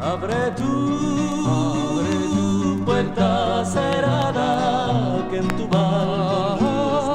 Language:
Ladino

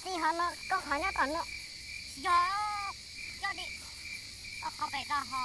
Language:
Hmong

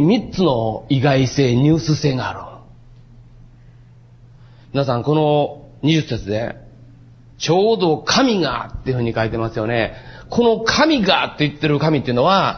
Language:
Japanese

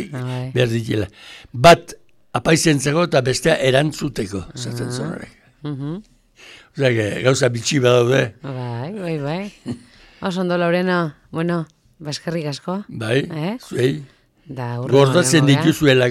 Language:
Basque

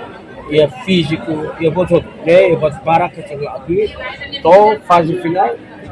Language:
Tetum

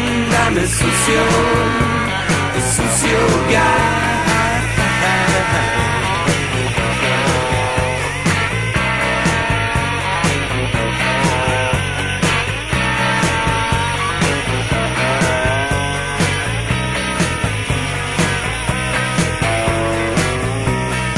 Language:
Spanish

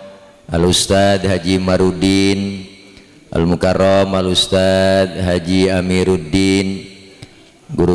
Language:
Betawi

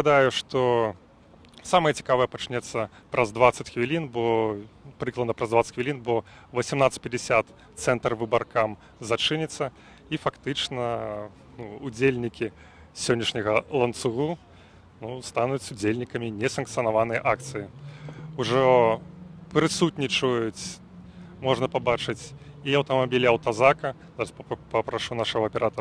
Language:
Belarusian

